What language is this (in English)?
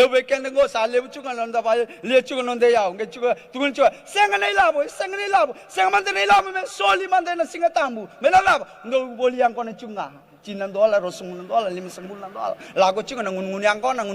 Fijian